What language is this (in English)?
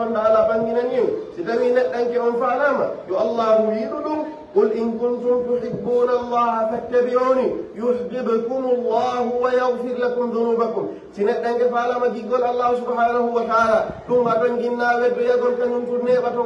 Pular